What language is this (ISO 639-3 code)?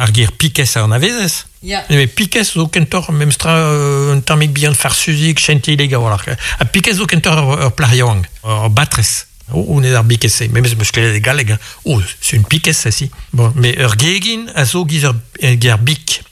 bre